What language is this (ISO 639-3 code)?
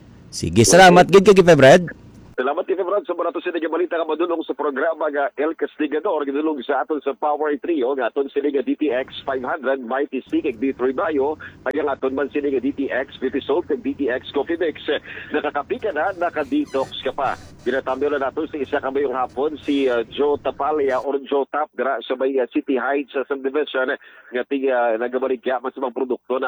hil